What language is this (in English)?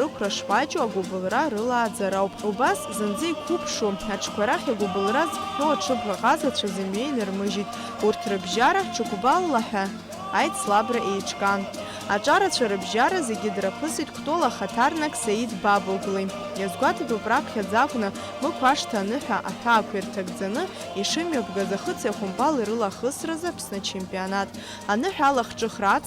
Abkhazian